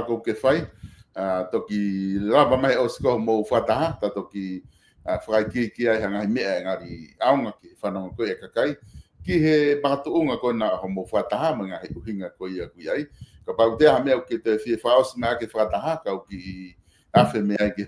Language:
Tongan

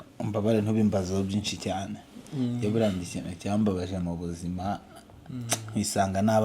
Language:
Kinyarwanda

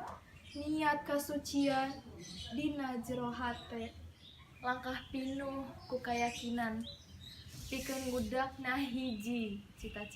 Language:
Sundanese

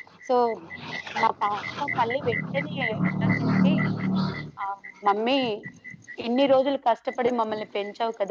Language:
Telugu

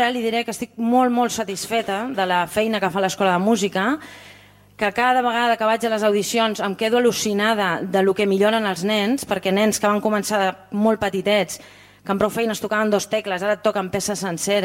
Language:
Catalan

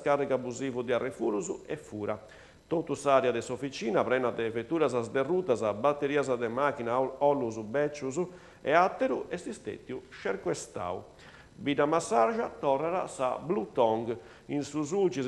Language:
Sardinian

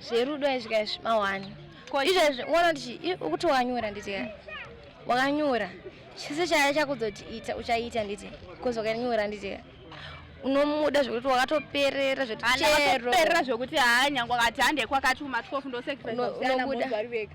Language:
Shona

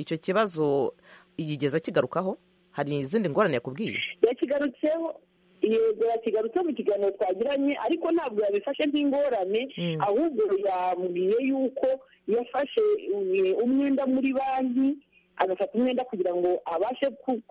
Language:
Kinyarwanda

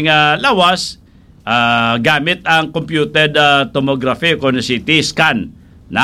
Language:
Hiligaynon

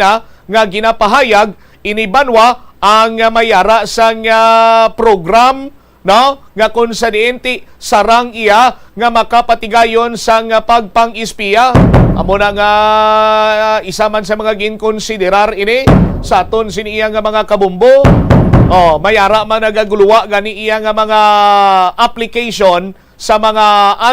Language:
Hiligaynon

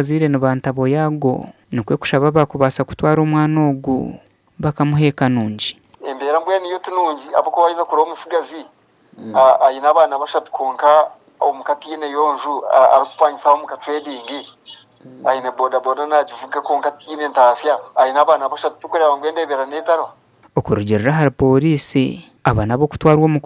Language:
Nyankole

